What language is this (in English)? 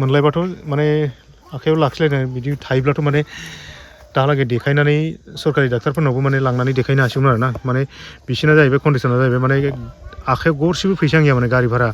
Bodo